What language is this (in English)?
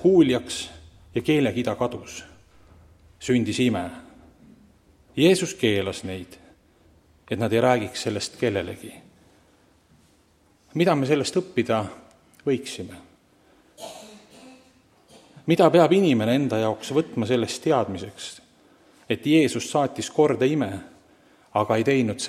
Estonian